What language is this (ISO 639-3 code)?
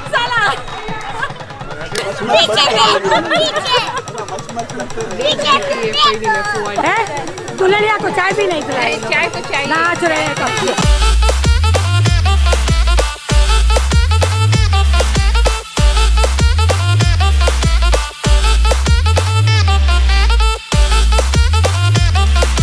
hin